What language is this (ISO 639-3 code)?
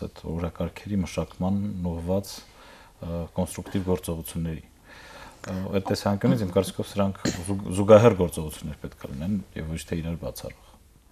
hye